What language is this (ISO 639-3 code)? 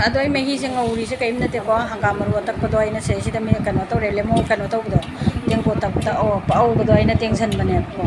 mni